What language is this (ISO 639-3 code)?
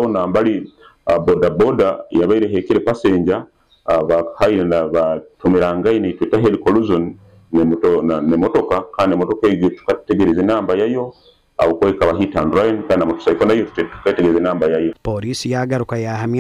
nyn